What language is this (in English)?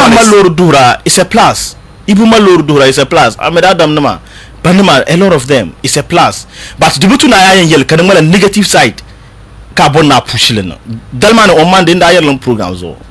Dagbani